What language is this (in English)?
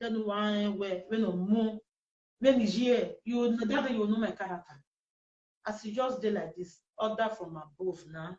Nigerian Pidgin